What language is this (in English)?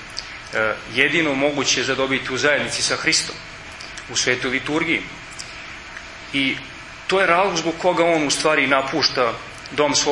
Serbian